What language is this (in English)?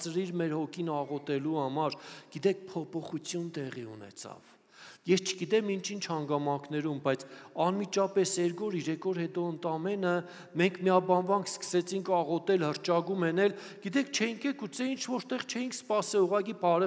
Armenian